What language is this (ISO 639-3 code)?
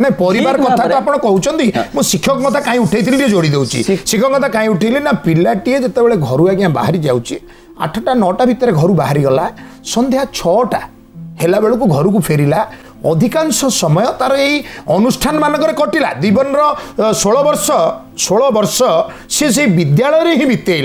ori